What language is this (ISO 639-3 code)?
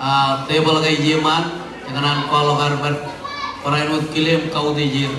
mah